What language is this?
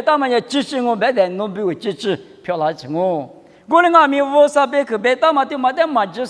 Lisu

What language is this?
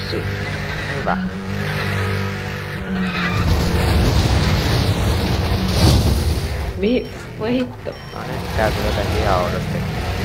Finnish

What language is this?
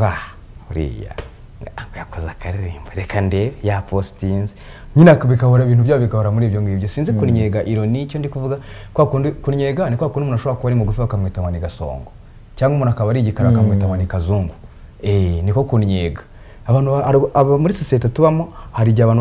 Kinyarwanda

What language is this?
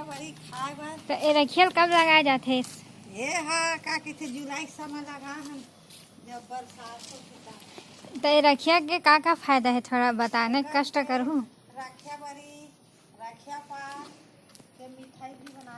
Chhattisgarhi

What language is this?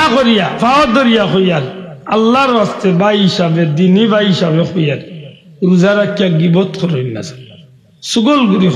Sylheti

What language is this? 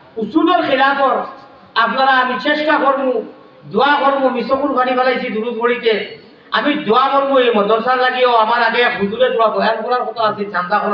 Sylheti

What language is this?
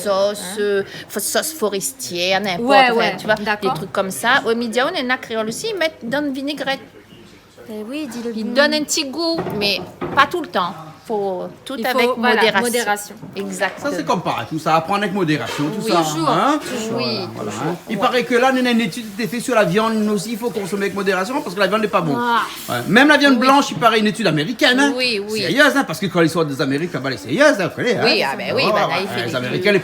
Réunion Creole French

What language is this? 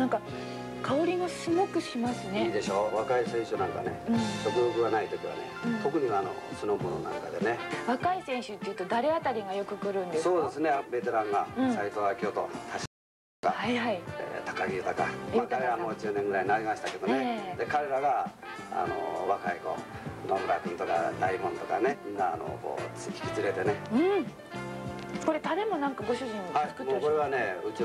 Japanese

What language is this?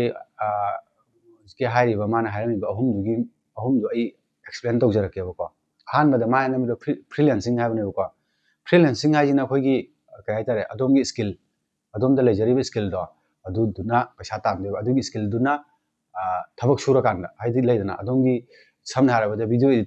Manipuri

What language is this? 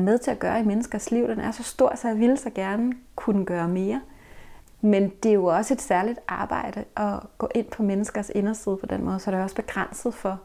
Danish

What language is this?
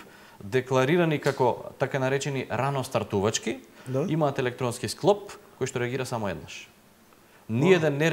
Macedonian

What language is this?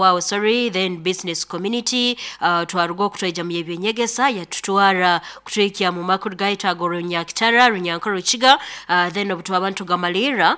Nyankole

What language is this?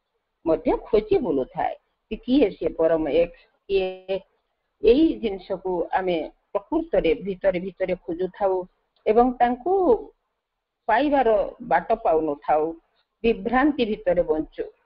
Odia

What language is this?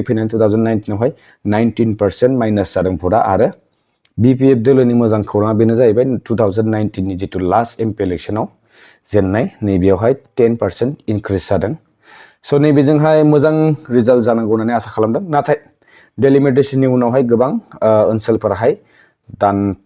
Bodo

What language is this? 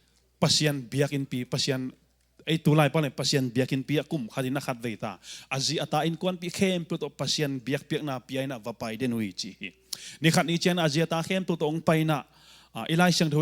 Tedim Chin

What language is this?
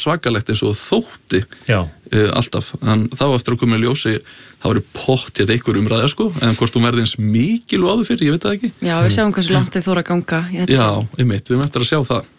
Icelandic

